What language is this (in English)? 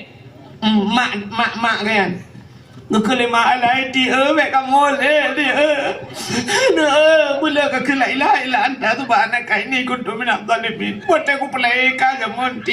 Achinese